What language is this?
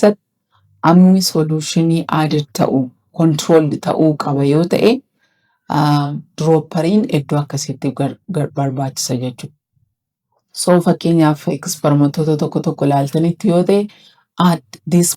Oromo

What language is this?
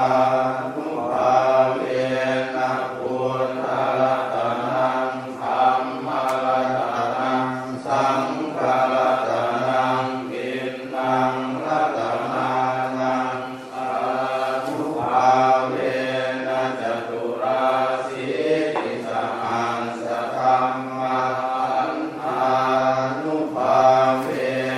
Pali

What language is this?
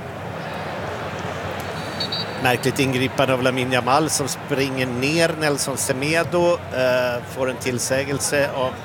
Swedish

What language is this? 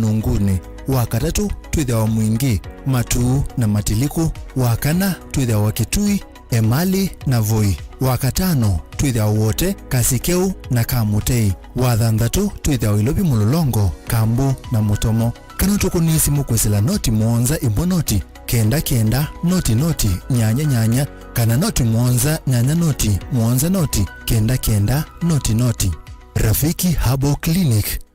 Kamba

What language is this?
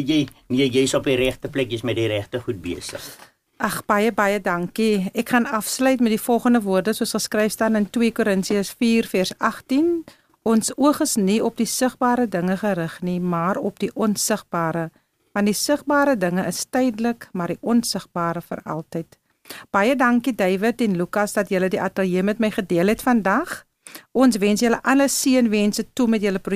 Afrikaans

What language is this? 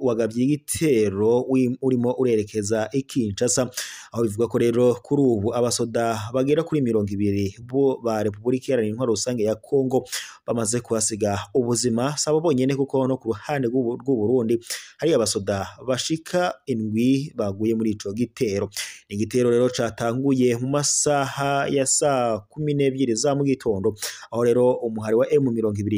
Rundi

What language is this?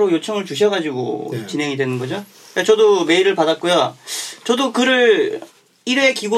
Korean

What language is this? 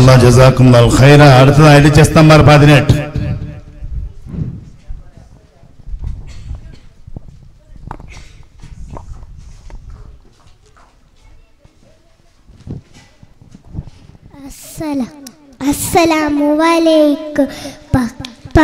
Malayalam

